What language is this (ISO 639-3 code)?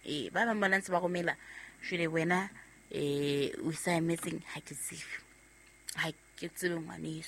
sot